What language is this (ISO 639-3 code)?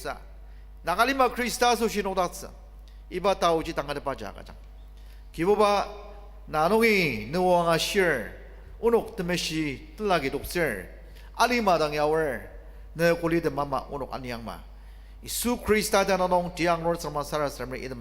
njo